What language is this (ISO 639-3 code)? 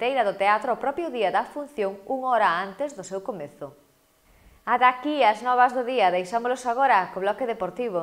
glg